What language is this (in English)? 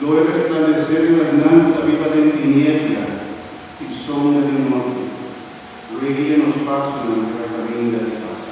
Papiamento